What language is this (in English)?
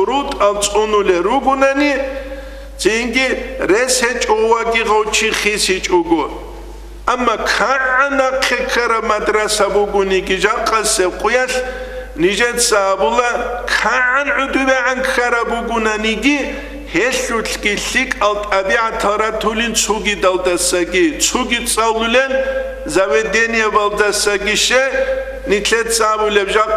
Avaric